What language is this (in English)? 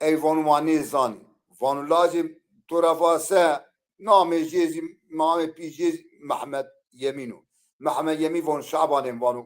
Zaza